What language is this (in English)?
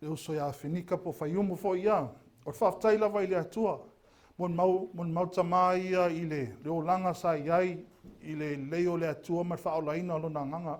Samoan